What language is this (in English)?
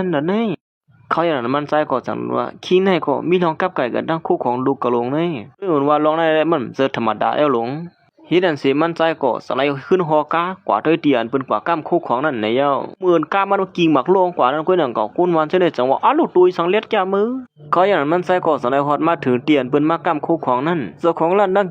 Shan